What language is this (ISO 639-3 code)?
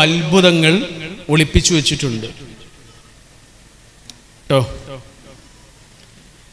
mal